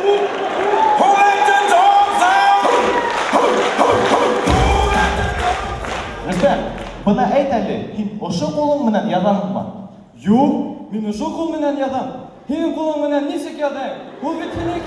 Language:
Bashkir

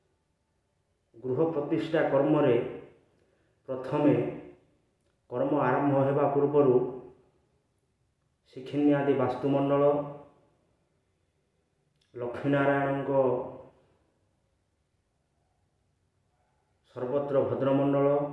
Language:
Odia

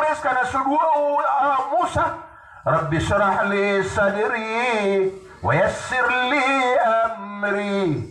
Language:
Maranao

